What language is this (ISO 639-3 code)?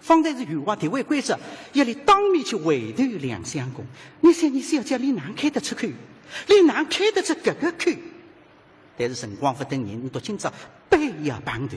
wuu